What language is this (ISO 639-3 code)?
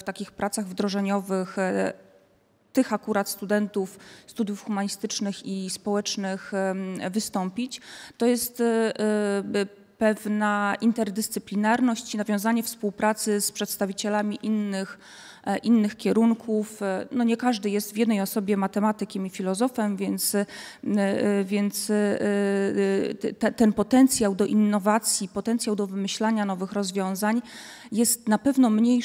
pol